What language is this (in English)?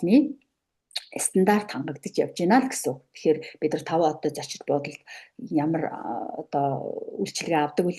Mongolian